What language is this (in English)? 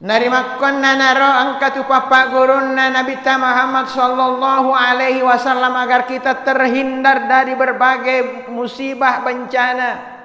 Buginese